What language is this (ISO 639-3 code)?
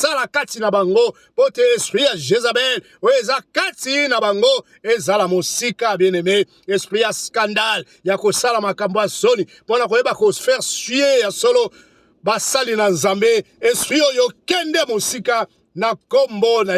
lin